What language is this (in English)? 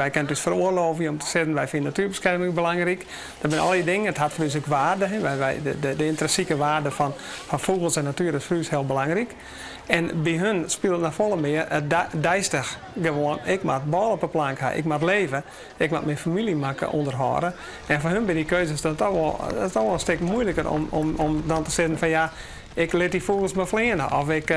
Western Frisian